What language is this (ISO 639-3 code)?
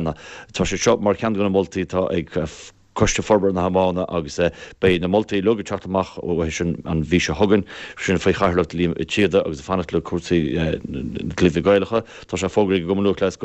gle